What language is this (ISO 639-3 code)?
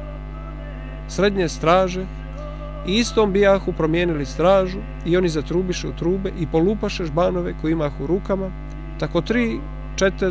hrv